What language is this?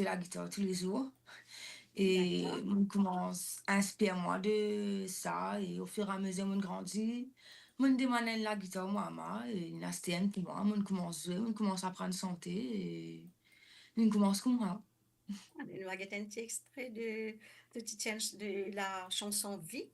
Morisyen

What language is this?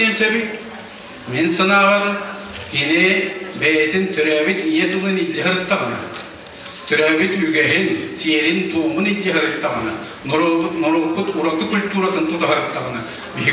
Yakut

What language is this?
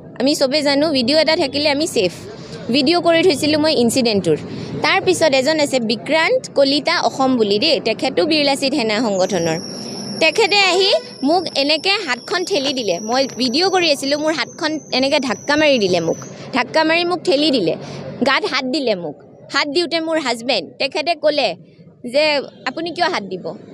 Assamese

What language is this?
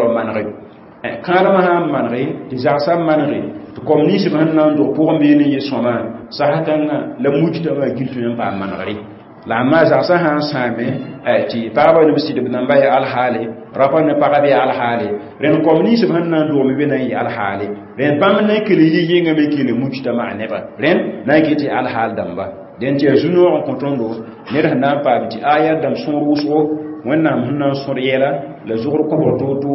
Mossi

